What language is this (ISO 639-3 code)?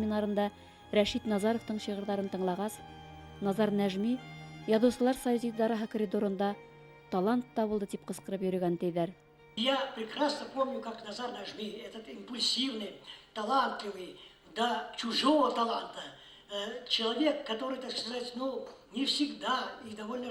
bak